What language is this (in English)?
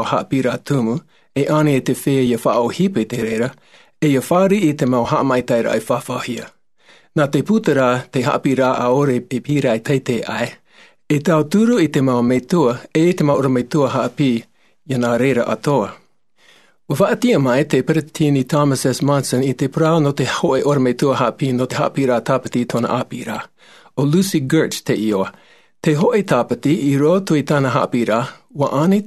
Tahitian